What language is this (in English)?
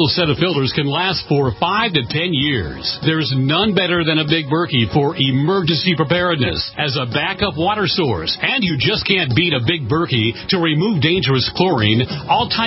English